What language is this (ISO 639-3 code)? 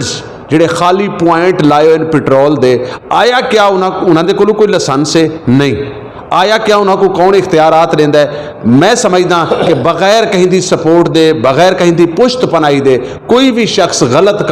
skr